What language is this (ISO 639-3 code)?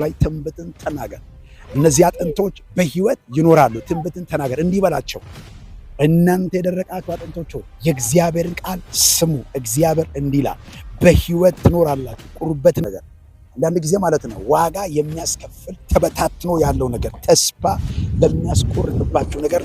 amh